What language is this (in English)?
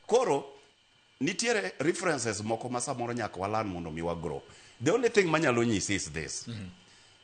Luo (Kenya and Tanzania)